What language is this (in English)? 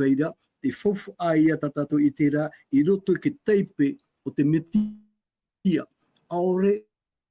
Tahitian